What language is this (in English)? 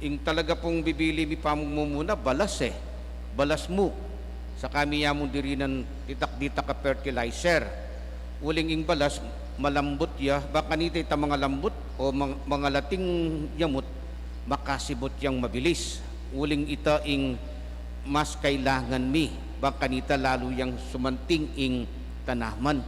Pampanga